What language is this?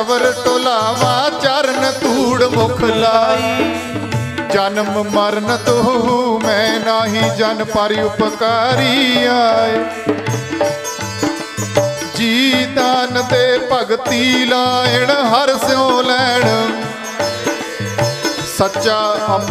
Punjabi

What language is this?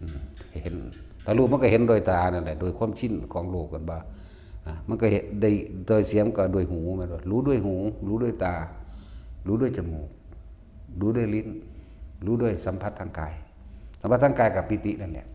Northeastern Thai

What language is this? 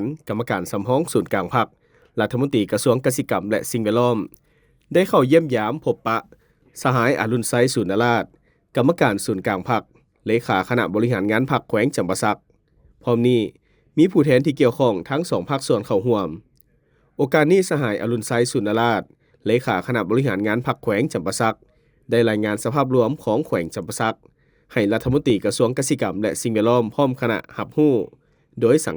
Lao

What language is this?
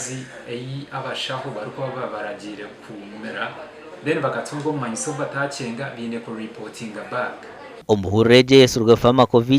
Nyankole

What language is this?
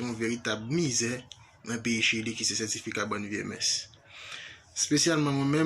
Haitian Creole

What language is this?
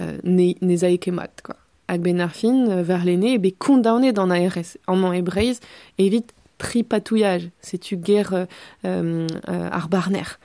Breton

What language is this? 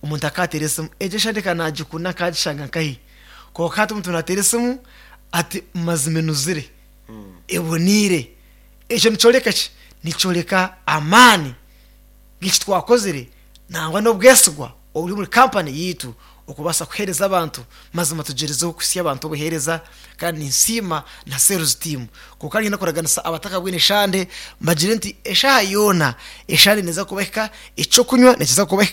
Nyankole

